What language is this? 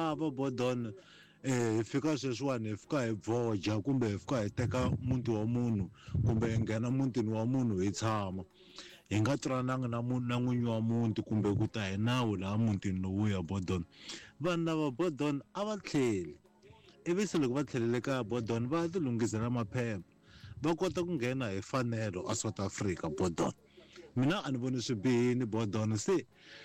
Tsonga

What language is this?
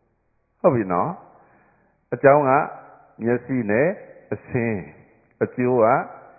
Burmese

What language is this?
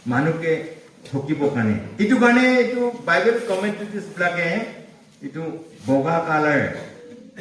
Naga Pidgin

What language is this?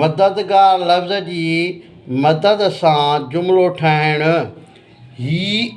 Sindhi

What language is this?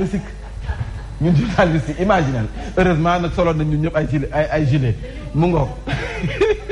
Wolof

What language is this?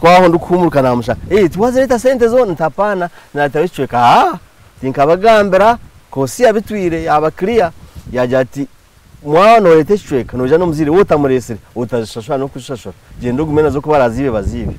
Nyankole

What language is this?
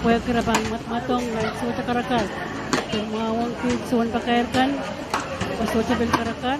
Pohnpeian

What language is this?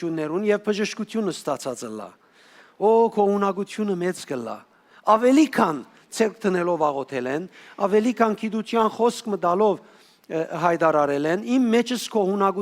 Western Armenian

